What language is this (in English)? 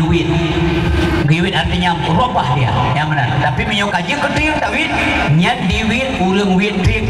Achinese